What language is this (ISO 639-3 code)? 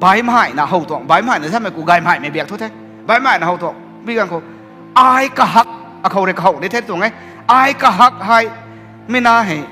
nbu